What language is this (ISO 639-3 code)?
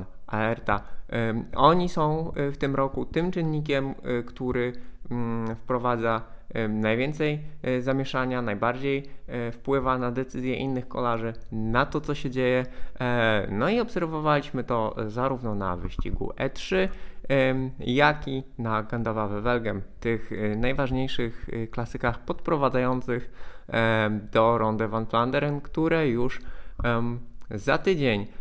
pol